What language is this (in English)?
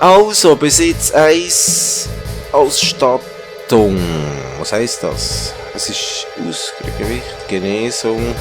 Swiss German